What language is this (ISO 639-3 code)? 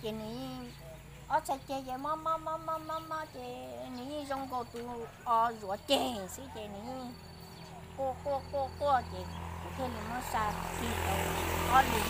hmn